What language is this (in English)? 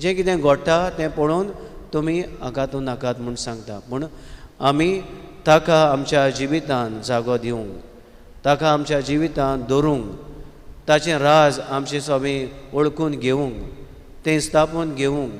Konkani